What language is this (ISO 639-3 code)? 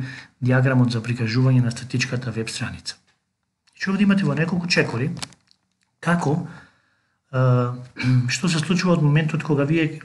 mkd